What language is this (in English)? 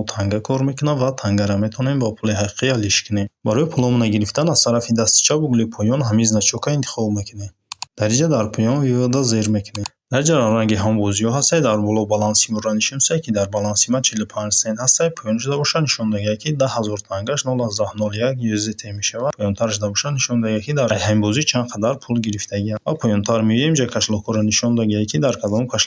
Tajik